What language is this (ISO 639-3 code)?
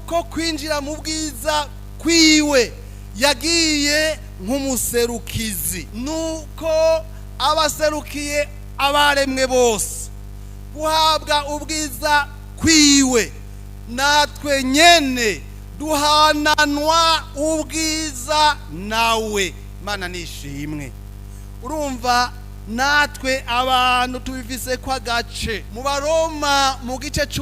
run